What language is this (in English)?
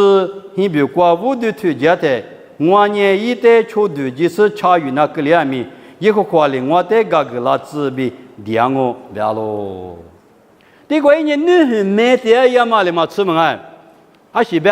Lisu